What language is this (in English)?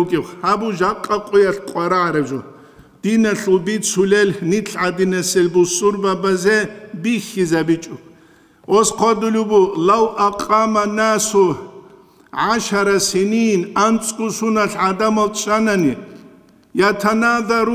Avaric